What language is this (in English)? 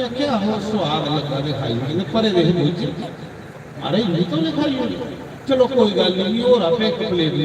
Dogri